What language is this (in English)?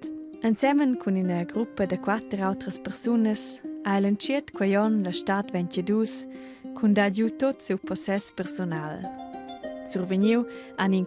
Romansh